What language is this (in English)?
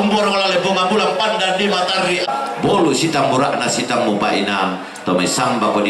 Toraja-Sa'dan